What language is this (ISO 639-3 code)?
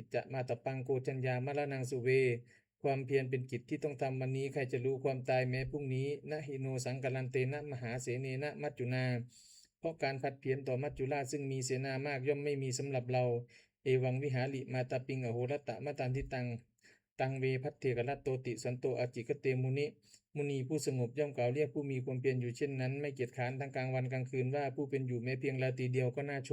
pli